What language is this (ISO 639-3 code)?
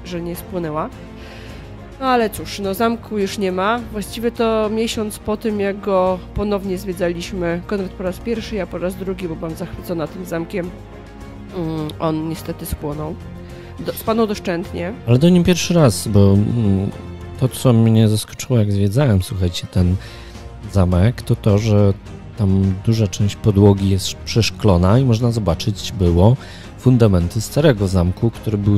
pol